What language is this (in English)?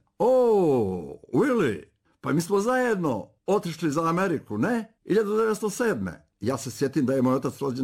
Bosnian